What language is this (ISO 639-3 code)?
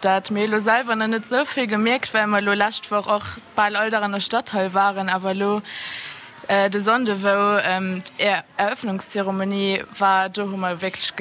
ltz